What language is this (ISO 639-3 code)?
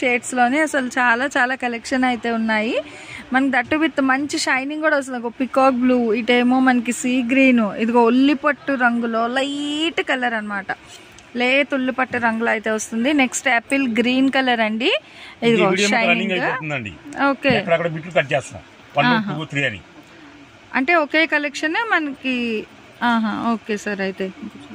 tel